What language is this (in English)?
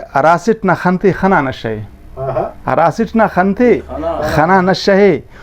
Brahui